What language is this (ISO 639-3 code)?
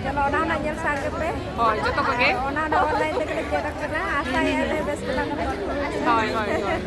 sat